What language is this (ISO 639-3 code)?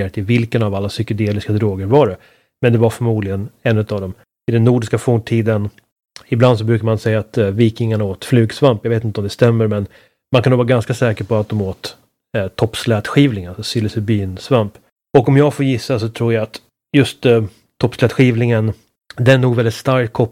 swe